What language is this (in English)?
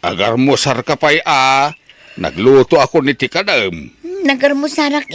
Iloko